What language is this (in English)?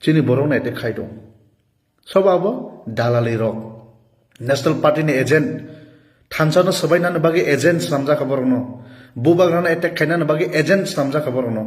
Kok Borok